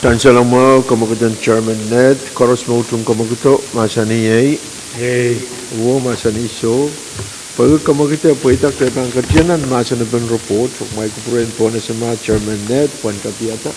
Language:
Pohnpeian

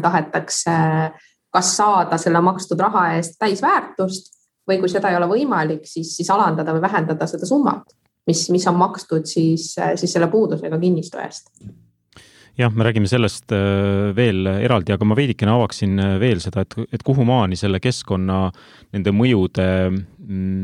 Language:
Estonian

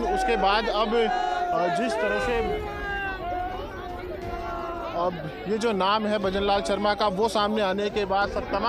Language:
Hindi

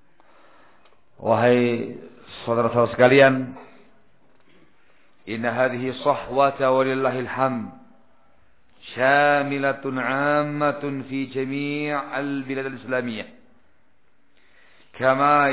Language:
Indonesian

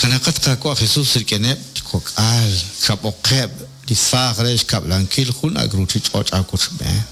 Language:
Kekchí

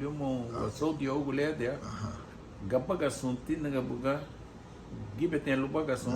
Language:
Garifuna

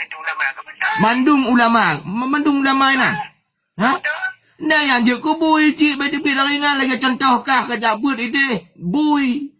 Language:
Achinese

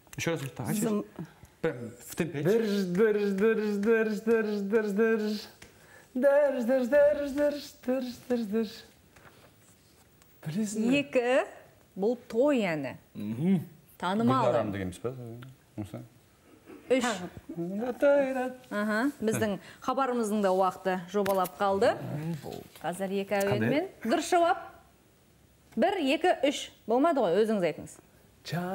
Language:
Kazakh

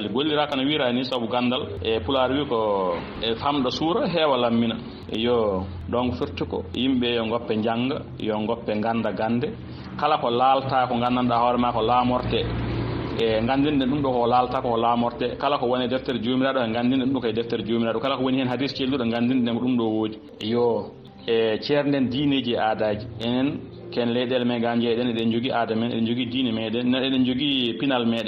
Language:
Fula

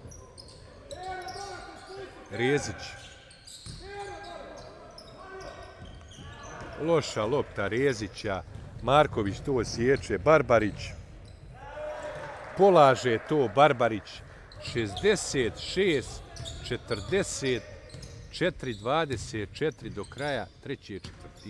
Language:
Bosnian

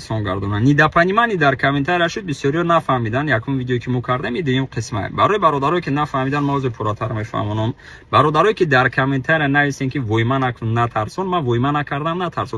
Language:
Tajik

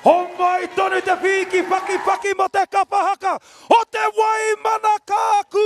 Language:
Māori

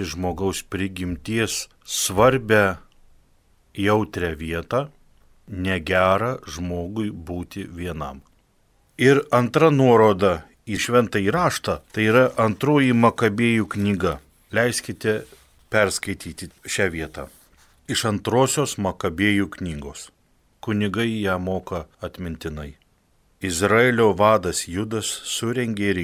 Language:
Lithuanian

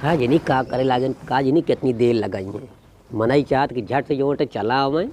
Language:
Awadhi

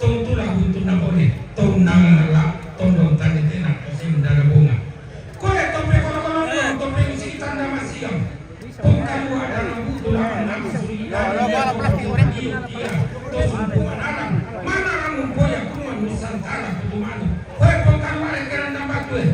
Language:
Toraja-Sa'dan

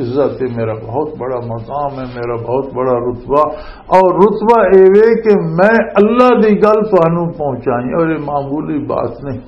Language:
Western Panjabi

